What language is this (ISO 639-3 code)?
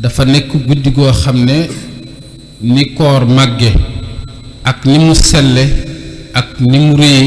wol